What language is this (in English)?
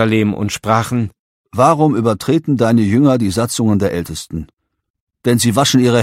German